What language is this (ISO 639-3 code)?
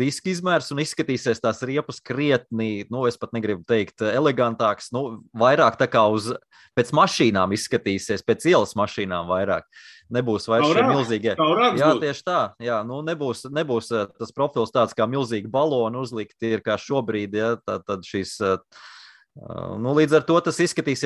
lav